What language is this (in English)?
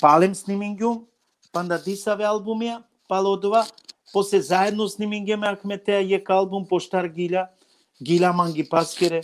Balkan Romani